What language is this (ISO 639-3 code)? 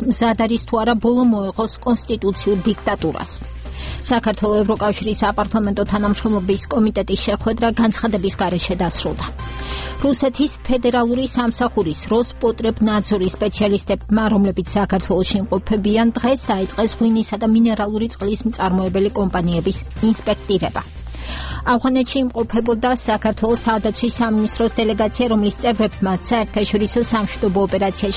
kat